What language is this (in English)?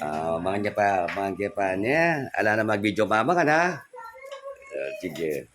Pampanga